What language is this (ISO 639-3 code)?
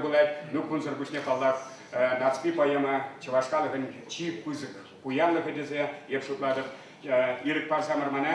chv